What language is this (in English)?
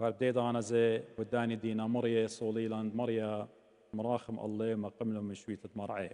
Assyrian Neo-Aramaic